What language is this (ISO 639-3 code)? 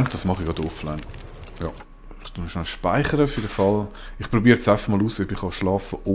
gsw